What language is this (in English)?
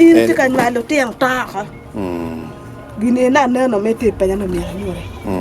Acoli